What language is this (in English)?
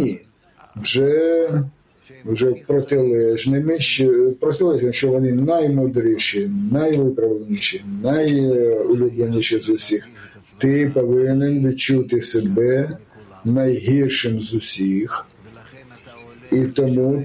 Ukrainian